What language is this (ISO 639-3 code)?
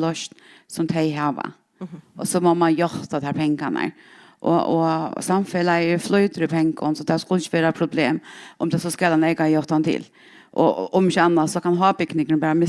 fao